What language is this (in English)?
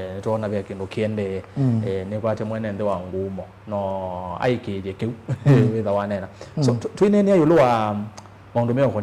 Kamba